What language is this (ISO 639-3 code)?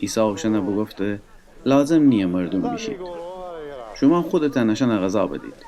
glk